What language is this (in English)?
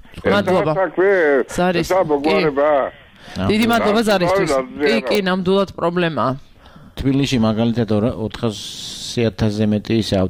Georgian